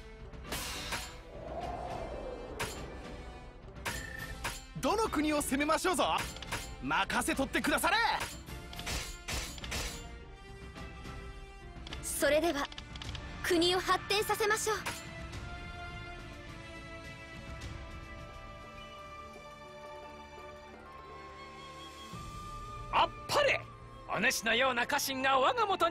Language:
Japanese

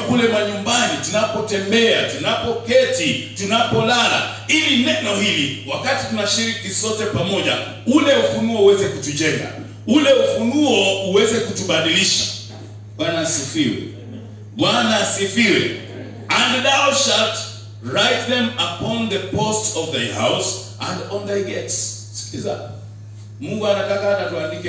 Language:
Swahili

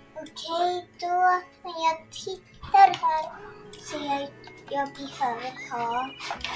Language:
Swedish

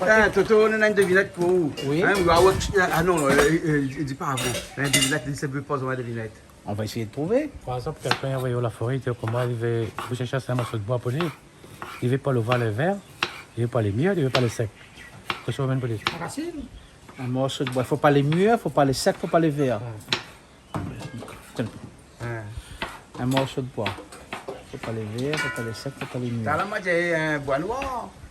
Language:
Réunion Creole French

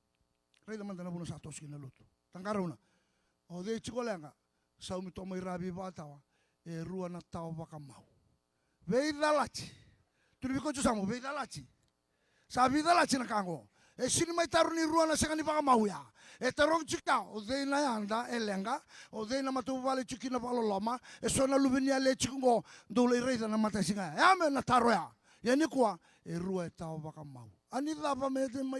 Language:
Fijian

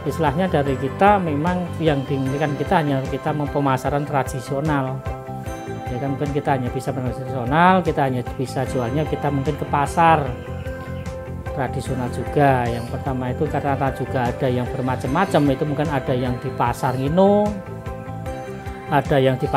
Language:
Indonesian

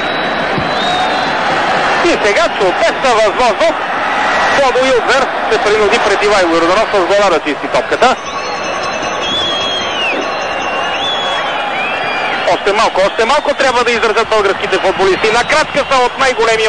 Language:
Bulgarian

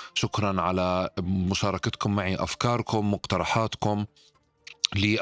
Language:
North Levantine Arabic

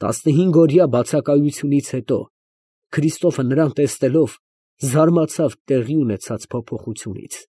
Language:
Armenian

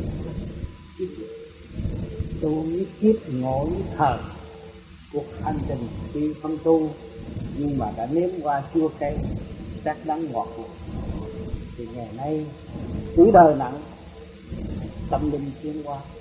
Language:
Vietnamese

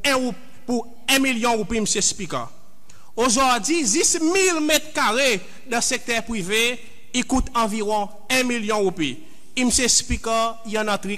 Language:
Seselwa Creole French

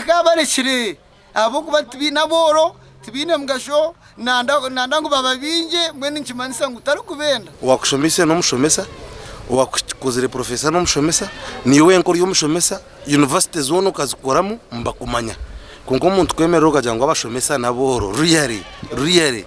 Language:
Nyankole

